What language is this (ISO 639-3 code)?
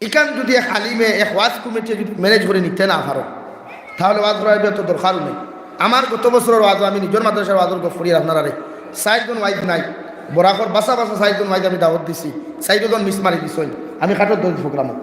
syl